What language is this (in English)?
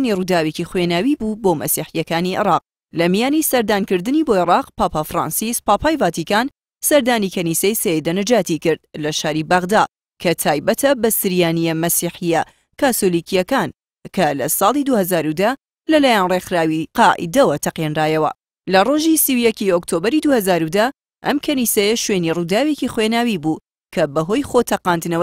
Central Kurdish